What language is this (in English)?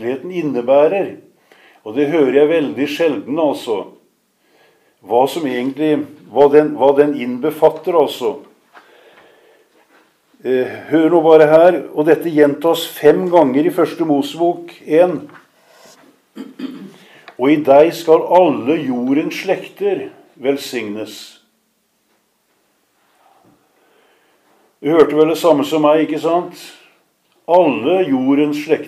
Norwegian